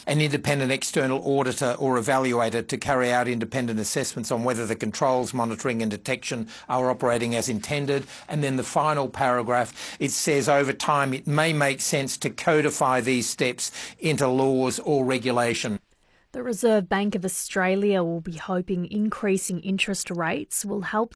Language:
English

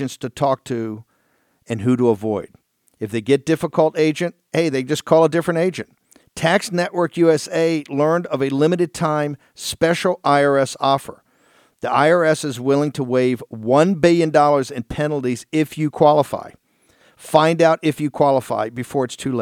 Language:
English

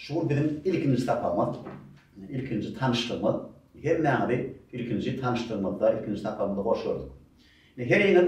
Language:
Turkmen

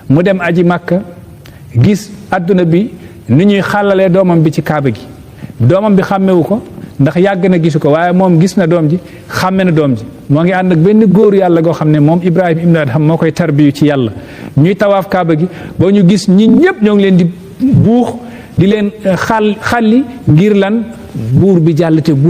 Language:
Wolof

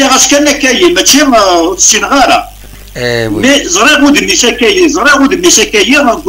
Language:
Kabyle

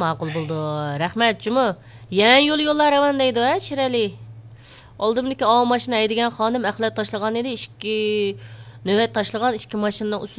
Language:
Uyghur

